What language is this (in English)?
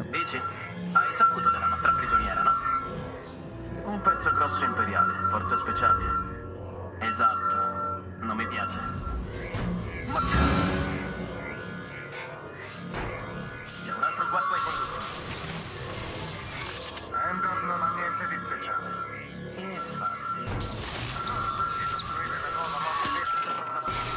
Italian